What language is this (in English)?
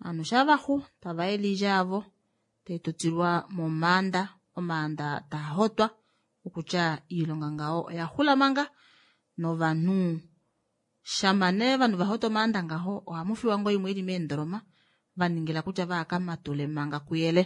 Kuanyama